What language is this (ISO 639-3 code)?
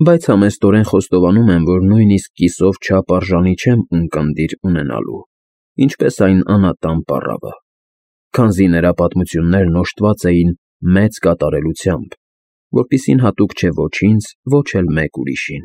hye